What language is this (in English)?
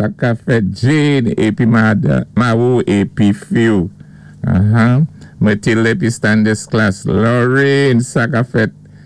Saint Lucian Creole French